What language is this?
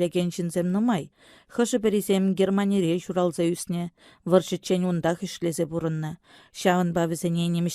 Chuvash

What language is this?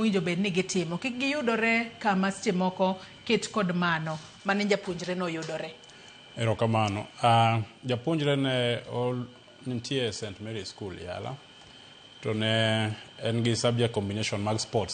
Luo (Kenya and Tanzania)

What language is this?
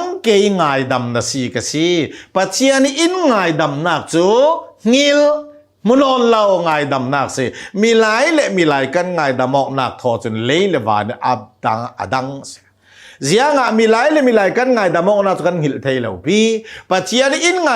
Hakha Chin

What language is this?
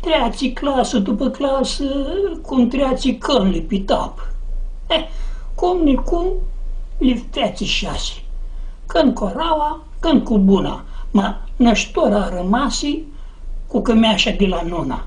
Aromanian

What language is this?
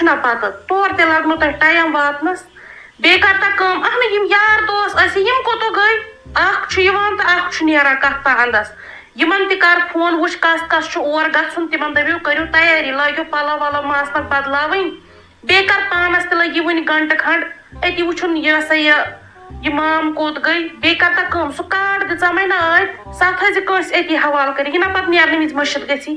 Kashmiri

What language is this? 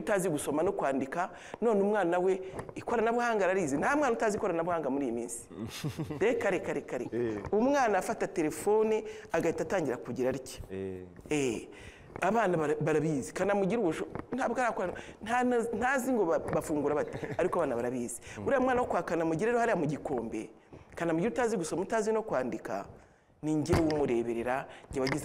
Kinyarwanda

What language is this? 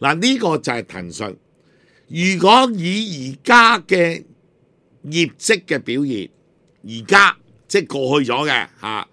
Cantonese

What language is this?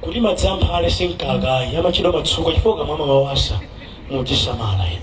Nyanja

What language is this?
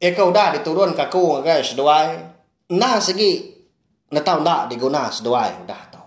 Iban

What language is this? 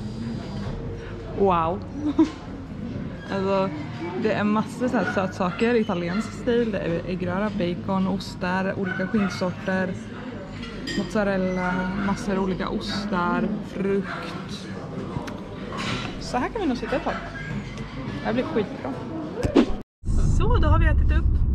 Swedish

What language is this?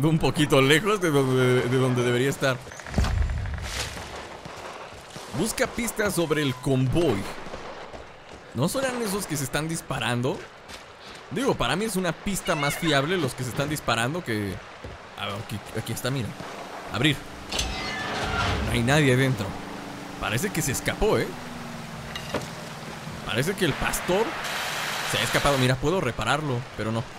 Spanish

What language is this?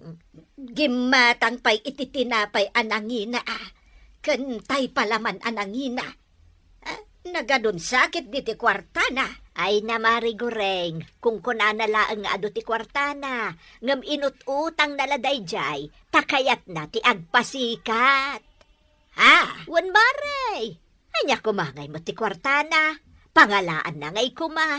Iloko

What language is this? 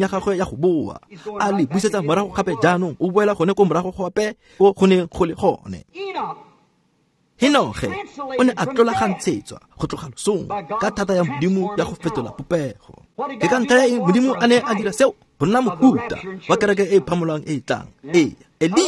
Tswana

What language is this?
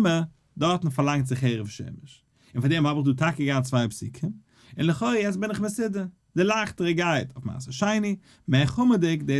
Yiddish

